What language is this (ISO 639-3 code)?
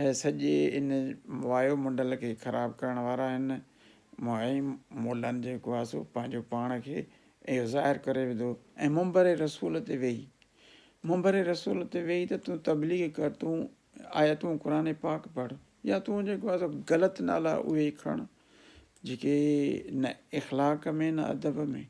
snd